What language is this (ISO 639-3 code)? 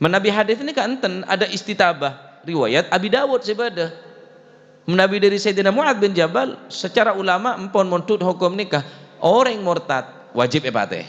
mad